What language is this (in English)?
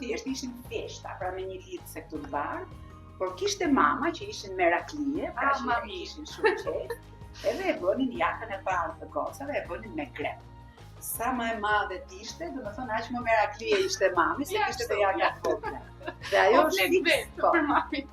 Albanian